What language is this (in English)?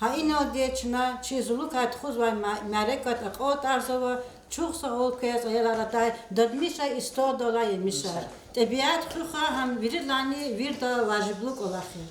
Lezghian